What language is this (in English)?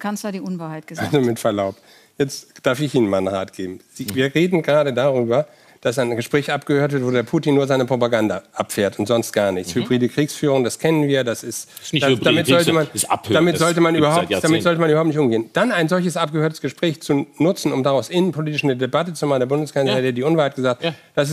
German